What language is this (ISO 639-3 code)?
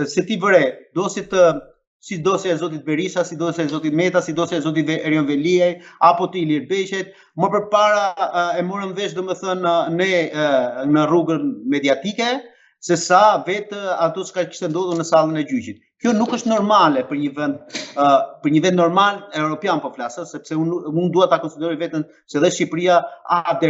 sqi